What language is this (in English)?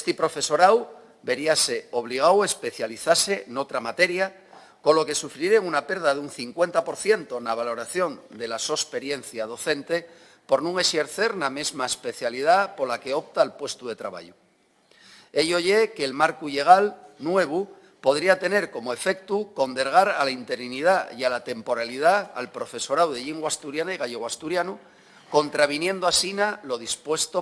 Asturian